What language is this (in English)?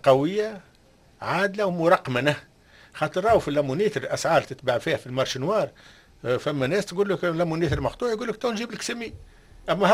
Tunisian Arabic